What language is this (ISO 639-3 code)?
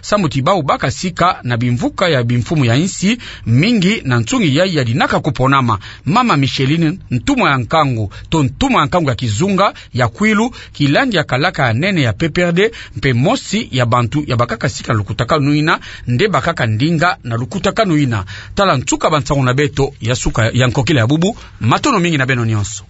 ktu